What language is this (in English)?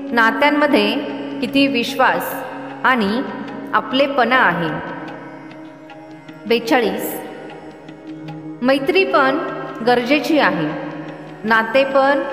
Marathi